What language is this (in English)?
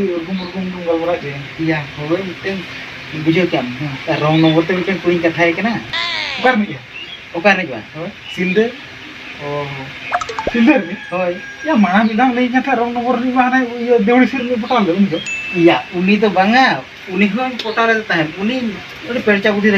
Santali